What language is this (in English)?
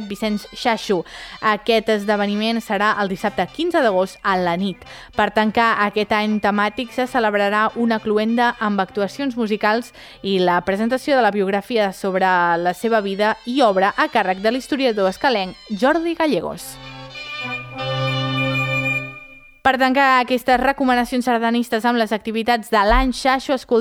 Catalan